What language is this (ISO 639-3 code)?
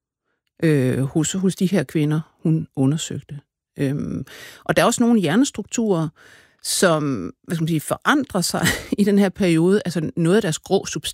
dan